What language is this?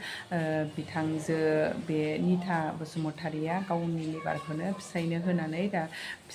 Bodo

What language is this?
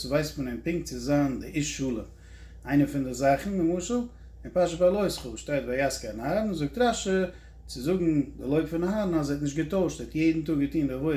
Yiddish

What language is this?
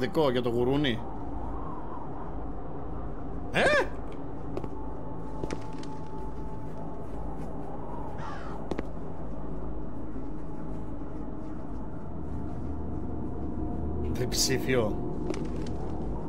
Greek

